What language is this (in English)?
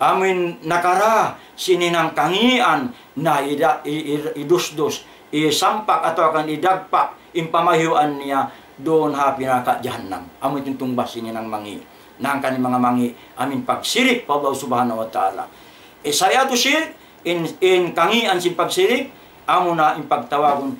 Tausug